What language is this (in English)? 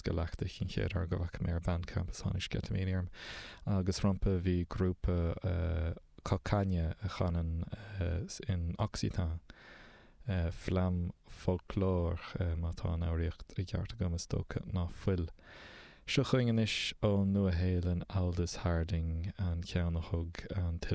Irish